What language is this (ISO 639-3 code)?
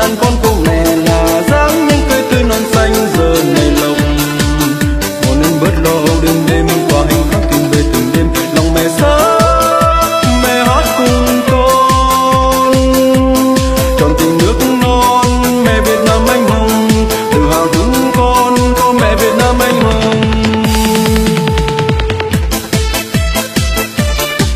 vie